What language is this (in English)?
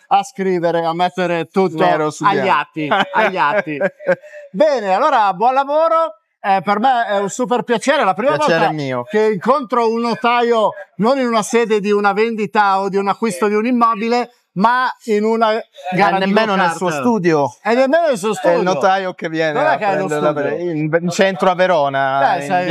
Italian